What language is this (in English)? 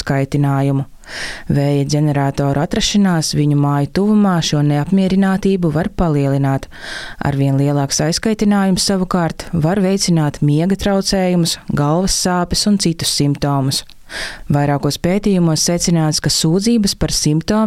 Latvian